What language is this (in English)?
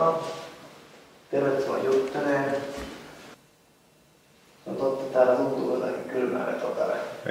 Finnish